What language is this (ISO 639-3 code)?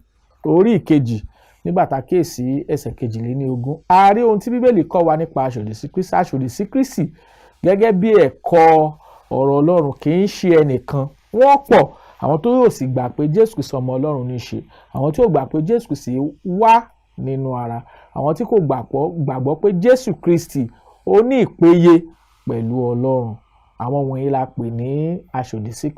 yor